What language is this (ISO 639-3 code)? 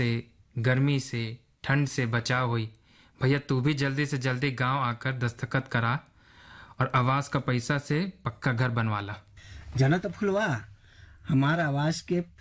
bho